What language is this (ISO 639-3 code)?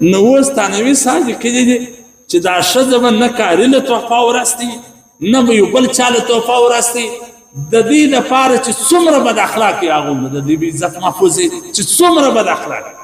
pus